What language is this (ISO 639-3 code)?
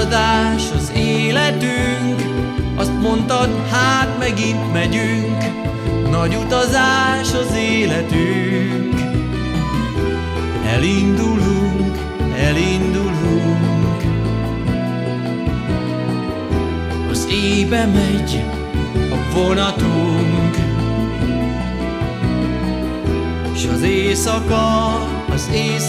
hun